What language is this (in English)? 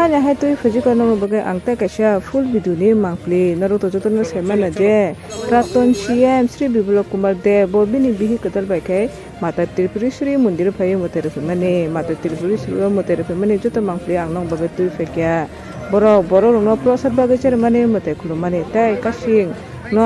Kok Borok